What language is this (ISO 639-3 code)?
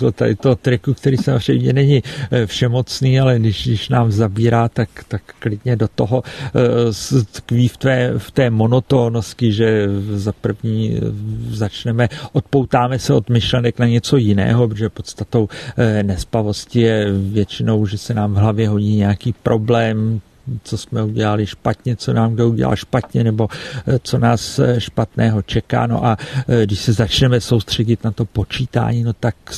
ces